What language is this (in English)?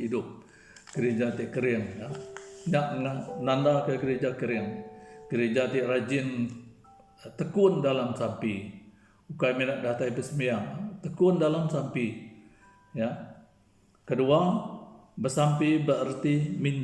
Iban